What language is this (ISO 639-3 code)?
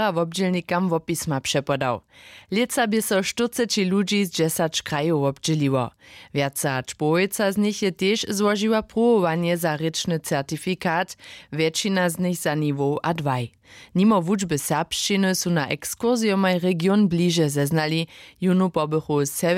hsb